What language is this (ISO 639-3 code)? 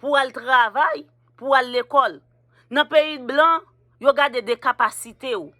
hat